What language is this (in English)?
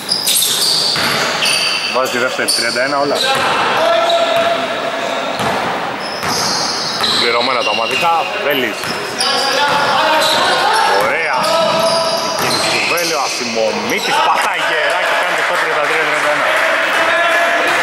Greek